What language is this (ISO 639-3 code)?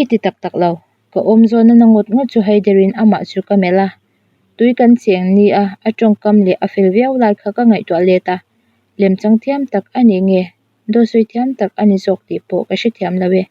lus